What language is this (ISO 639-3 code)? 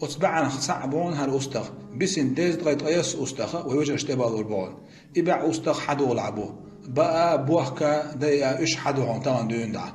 che